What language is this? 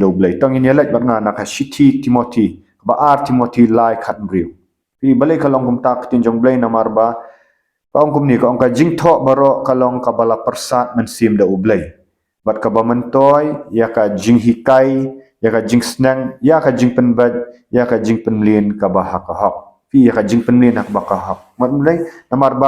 Khasi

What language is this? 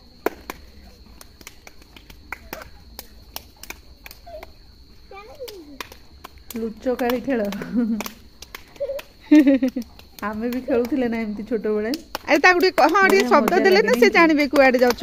Odia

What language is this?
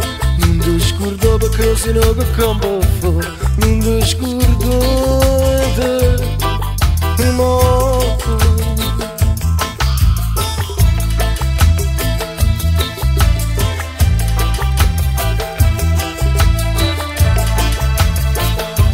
Italian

